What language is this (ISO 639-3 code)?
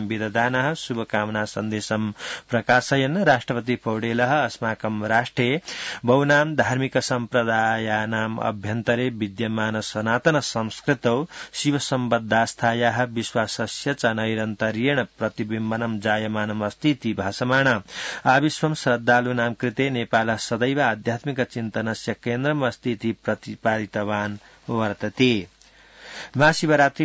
san